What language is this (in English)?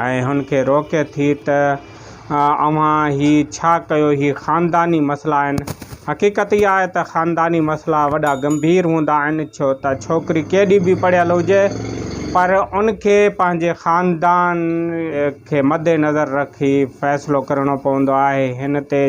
Sindhi